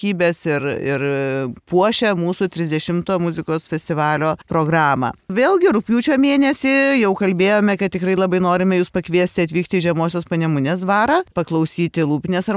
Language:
Lithuanian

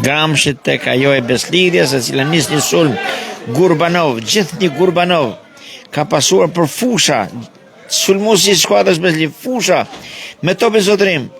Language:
Albanian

